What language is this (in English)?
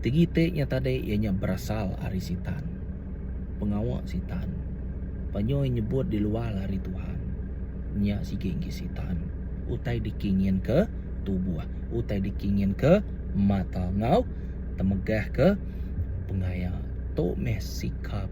Iban